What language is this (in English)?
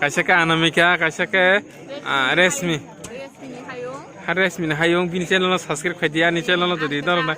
Kok Borok